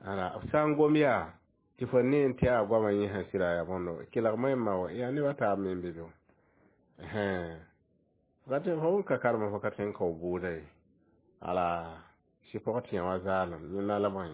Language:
Mossi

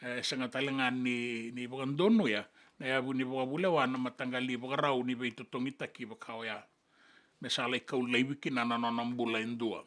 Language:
Fijian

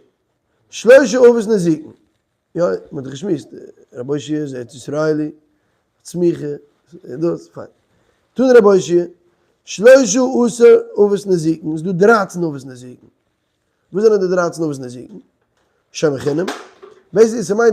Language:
Yiddish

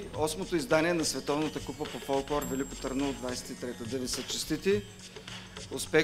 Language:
Bulgarian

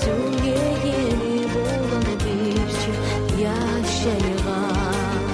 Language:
Kumyk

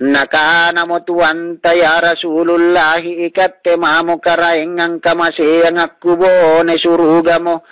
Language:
Makasar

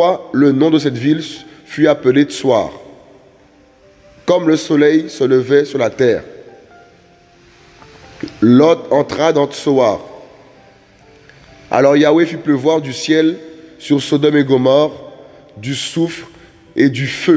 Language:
French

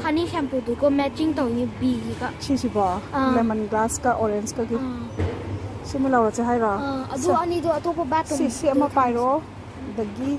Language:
Manipuri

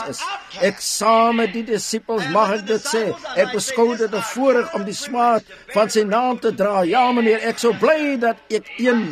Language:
Afrikaans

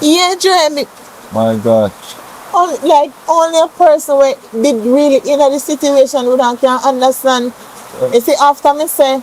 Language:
Jamaican Creole English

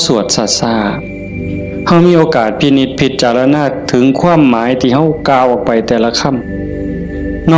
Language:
Northeastern Thai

